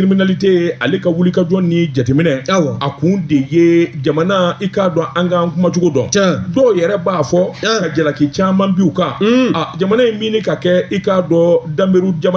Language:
Bambara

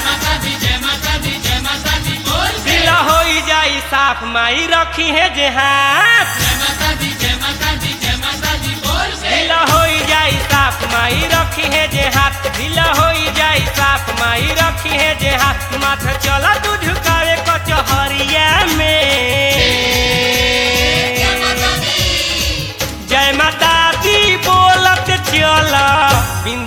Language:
Bhojpuri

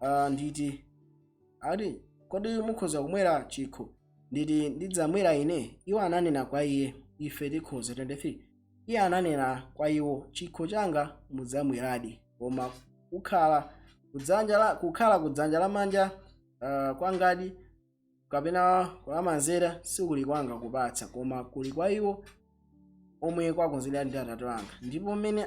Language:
Nyanja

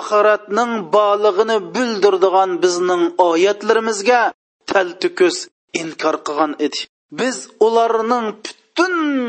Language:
Uyghur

